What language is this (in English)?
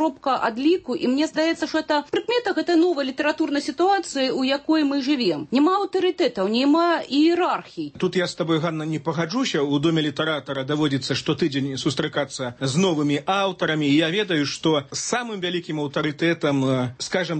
Belarusian